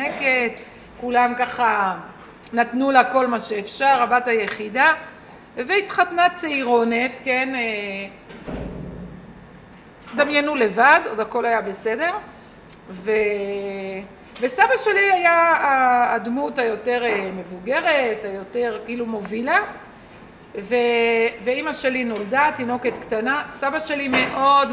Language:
Hebrew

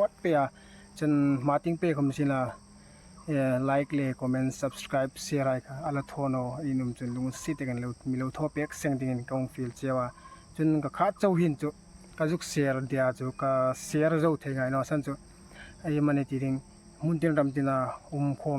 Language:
Hmar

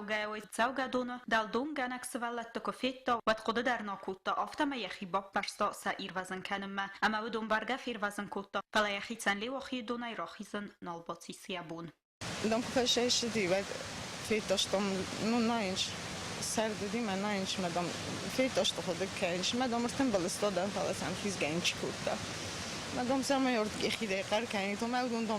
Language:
Ossetic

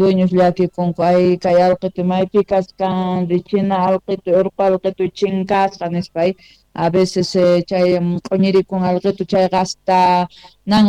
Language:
South Bolivian Quechua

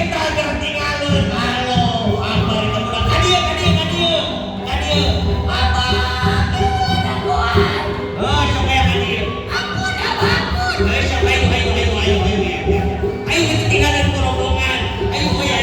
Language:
Sundanese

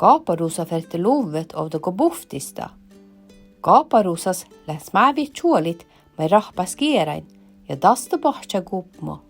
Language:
Northern Sami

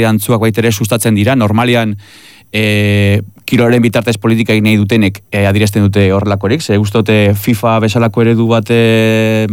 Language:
Basque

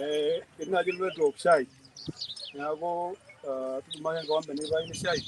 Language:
Masai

